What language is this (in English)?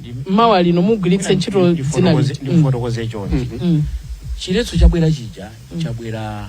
Nyanja